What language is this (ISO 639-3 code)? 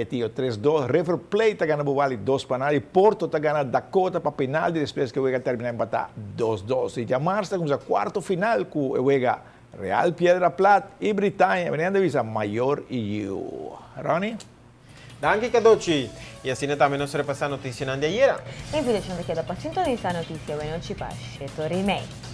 pap